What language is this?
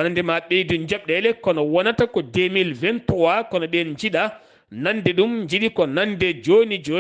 Fula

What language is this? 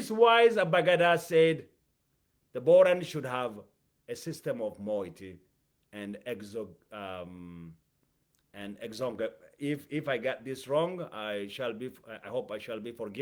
English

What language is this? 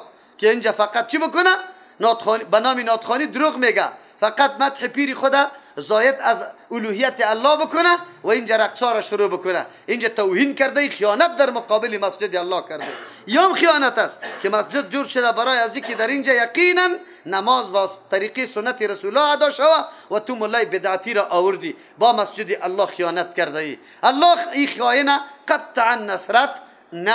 Persian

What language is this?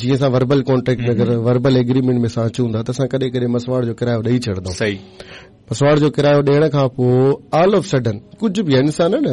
Sindhi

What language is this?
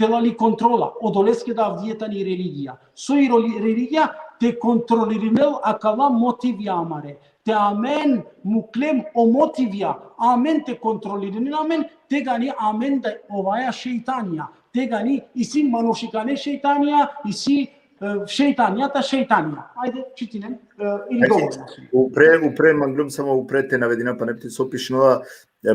Balkan Romani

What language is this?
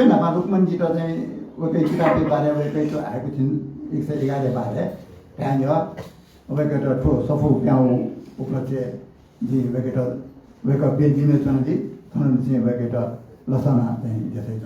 Newari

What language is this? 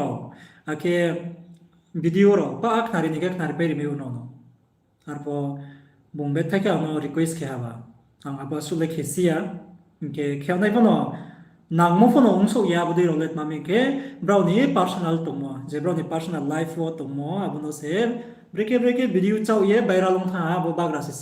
Riang (India)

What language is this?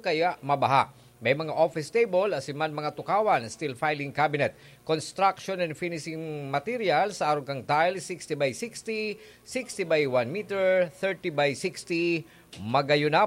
Bikol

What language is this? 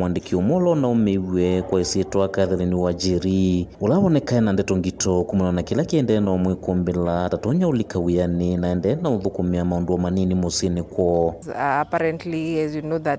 Kamba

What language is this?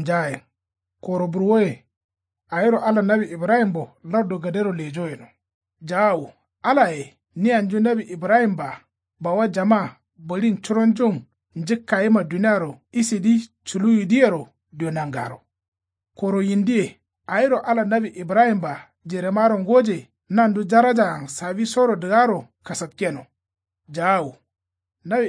Kanuri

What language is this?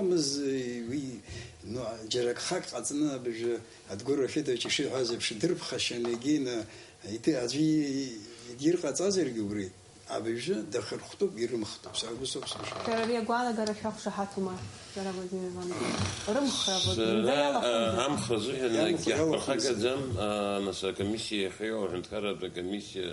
Abkhazian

